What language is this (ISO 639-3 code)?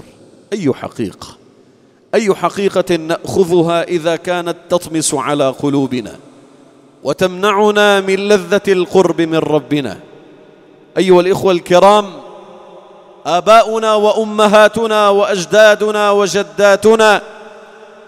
ara